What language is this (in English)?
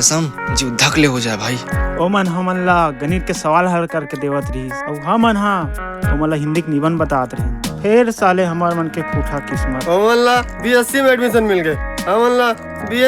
Chhattisgarhi